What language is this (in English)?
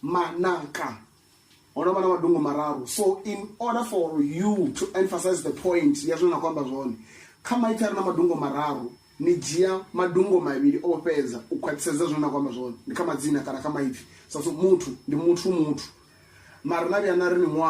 Venda